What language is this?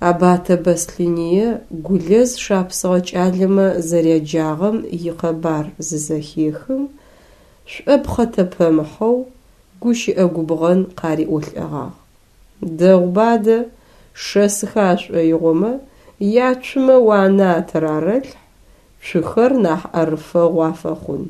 Adyghe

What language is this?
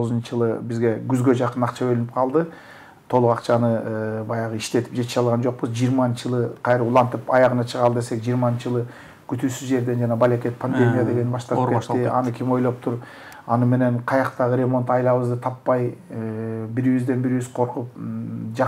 Kyrgyz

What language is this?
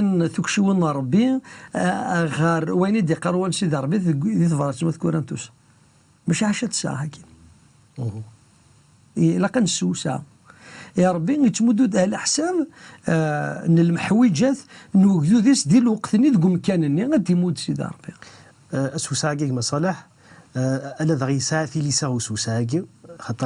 Kabyle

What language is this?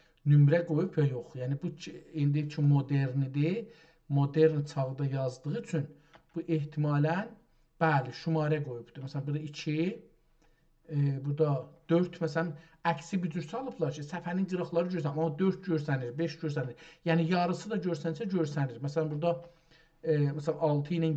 South Azerbaijani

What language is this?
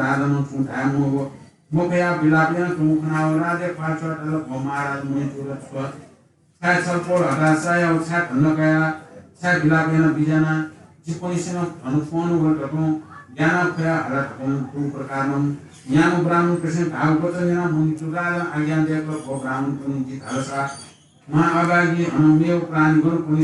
Newari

